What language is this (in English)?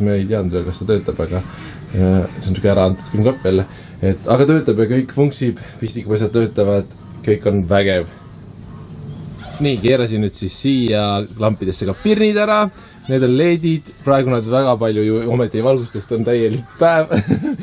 Estonian